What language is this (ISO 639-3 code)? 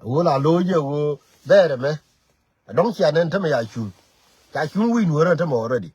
nus